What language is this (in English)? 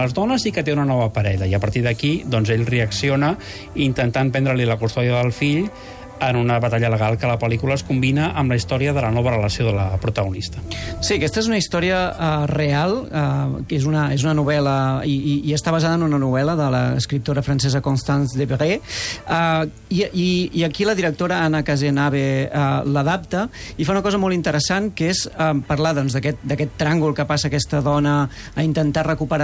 Catalan